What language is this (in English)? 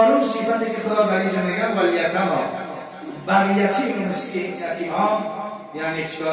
Tajik